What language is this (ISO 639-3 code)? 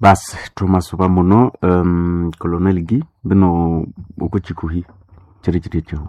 nnb